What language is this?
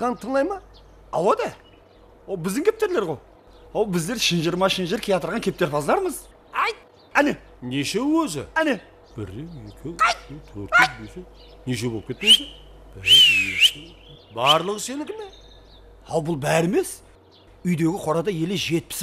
Kara-Kalpak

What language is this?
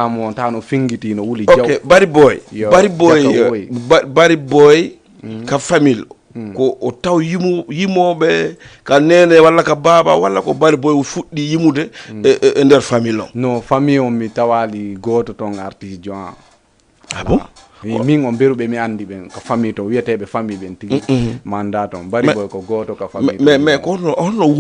Fula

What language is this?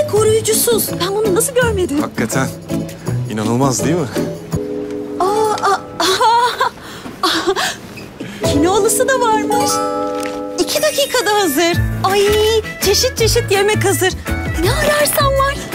Turkish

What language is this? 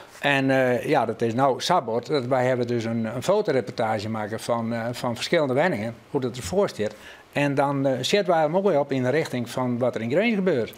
Western Frisian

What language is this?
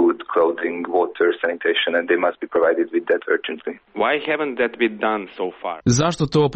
Serbian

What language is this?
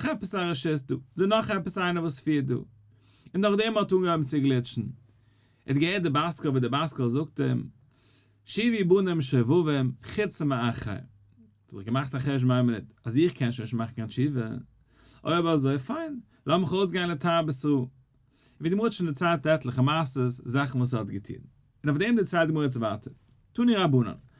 Yiddish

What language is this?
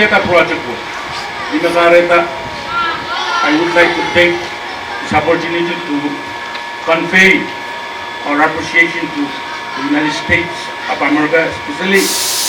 Pohnpeian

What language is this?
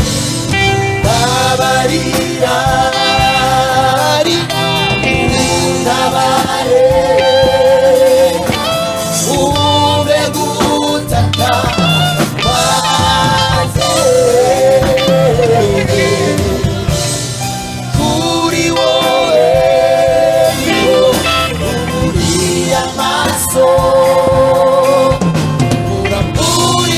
Kinyarwanda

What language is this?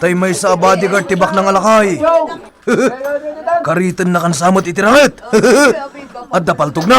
Iloko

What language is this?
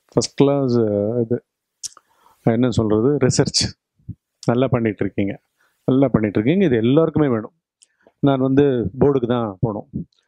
Tamil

